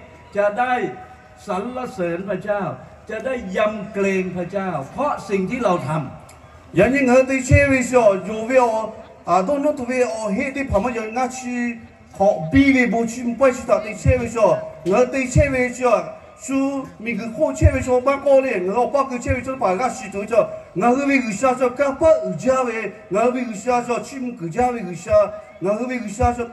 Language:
Lahu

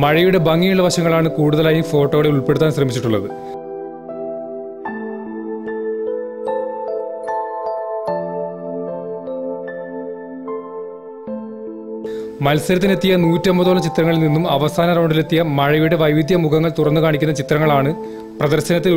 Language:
Malayalam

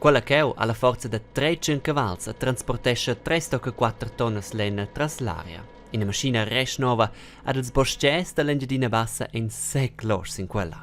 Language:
Romansh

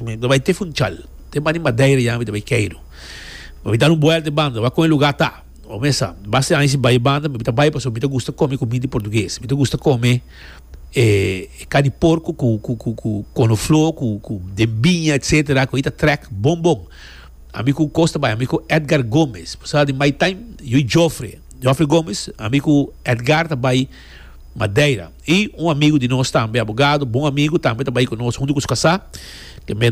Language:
Papiamento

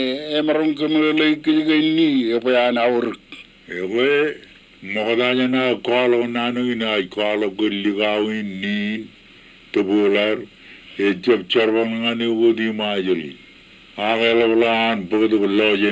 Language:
Marshallese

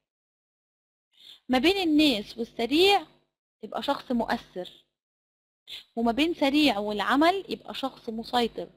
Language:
Egyptian Arabic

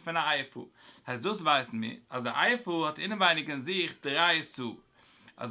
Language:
Yiddish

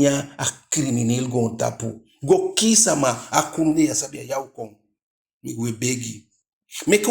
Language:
Eastern Maroon Creole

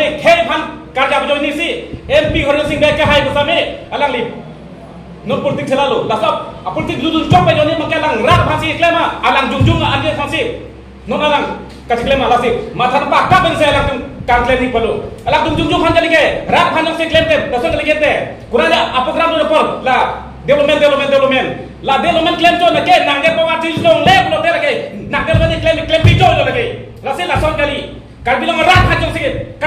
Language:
Karbi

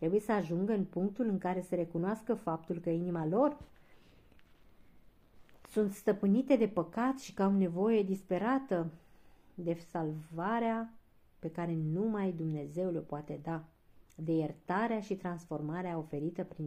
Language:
Romanian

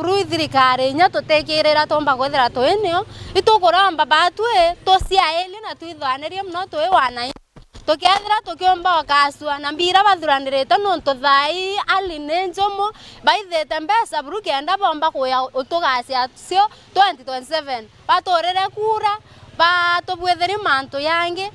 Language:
Meru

